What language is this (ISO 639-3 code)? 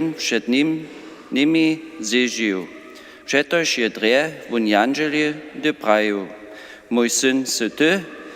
hsb